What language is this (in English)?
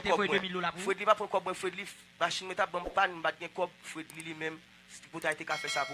Haitian Creole